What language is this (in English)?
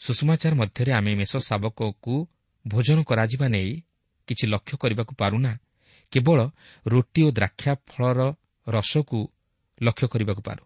Odia